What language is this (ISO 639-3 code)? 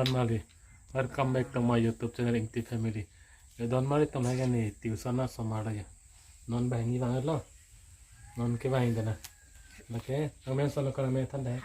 mjw